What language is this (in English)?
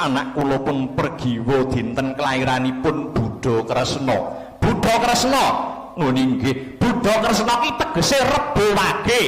Javanese